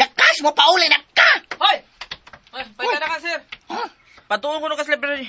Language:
Cebuano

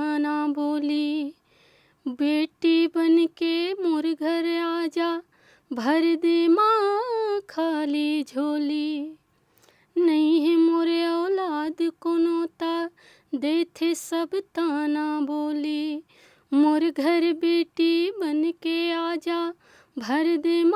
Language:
Chhattisgarhi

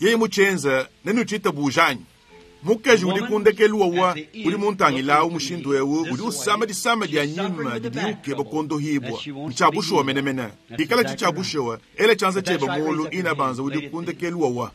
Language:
Luba-Lulua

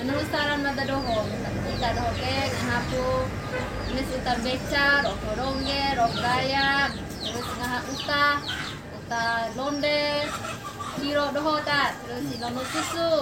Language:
Bima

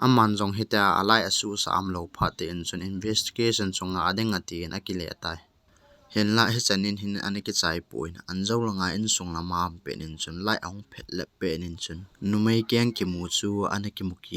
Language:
Thado Chin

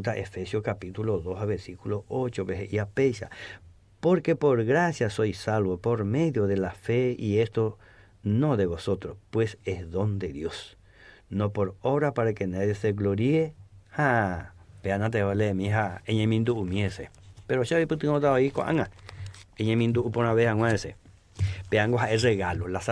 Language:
Guarani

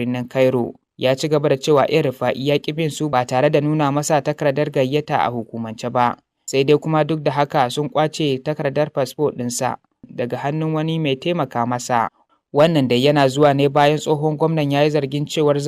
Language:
Hausa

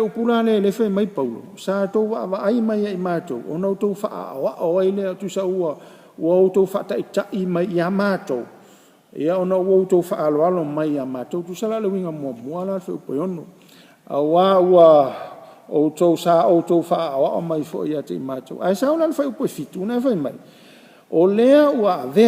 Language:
Samoan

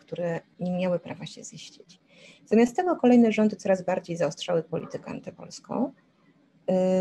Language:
Polish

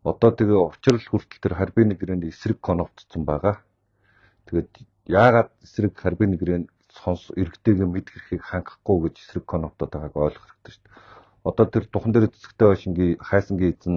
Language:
Mongolian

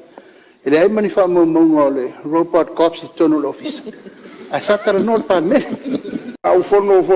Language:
Samoan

